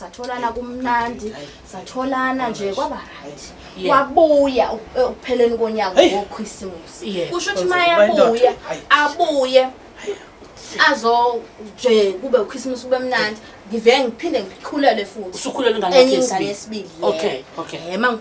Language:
Zulu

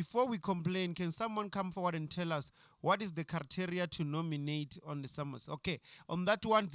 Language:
Venda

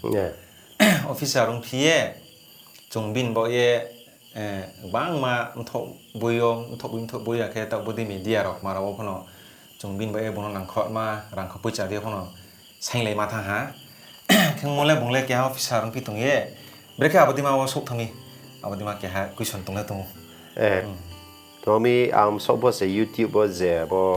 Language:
Riang (India)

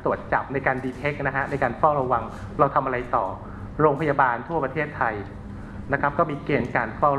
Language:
Thai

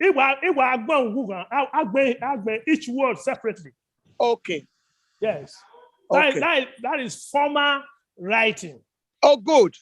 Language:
Bini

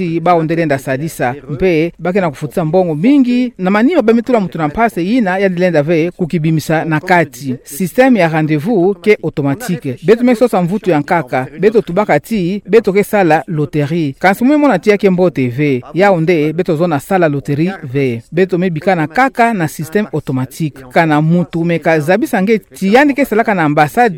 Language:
Kituba (Democratic Republic of Congo)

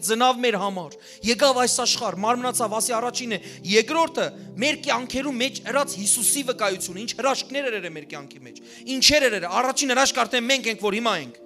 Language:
Western Armenian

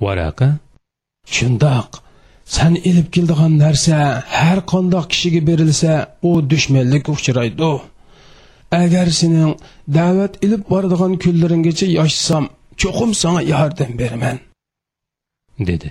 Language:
Uyghur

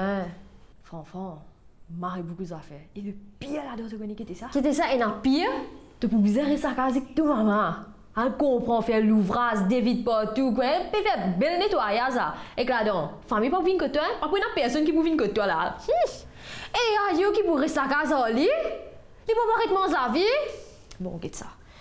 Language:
Morisyen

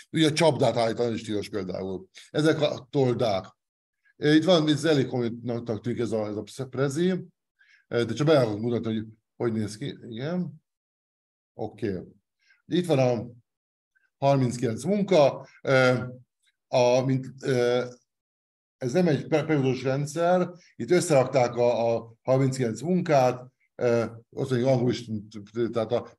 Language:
Hungarian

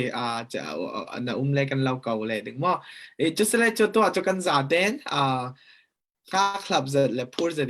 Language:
Falam Chin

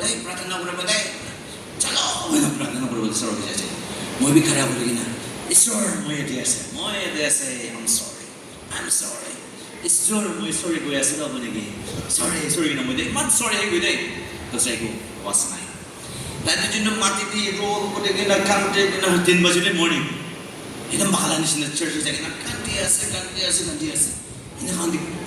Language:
Naga Pidgin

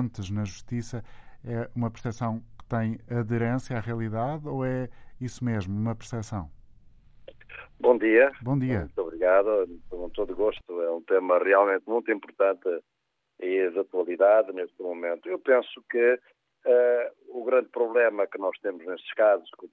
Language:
Portuguese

